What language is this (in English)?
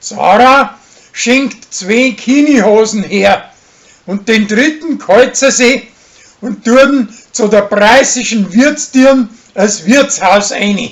Bavarian